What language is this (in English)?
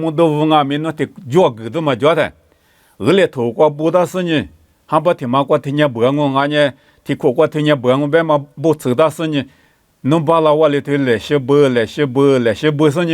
Lisu